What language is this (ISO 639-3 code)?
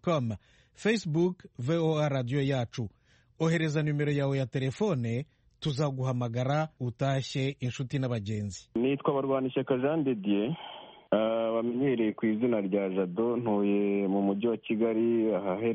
kin